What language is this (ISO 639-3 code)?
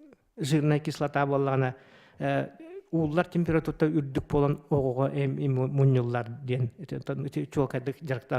sah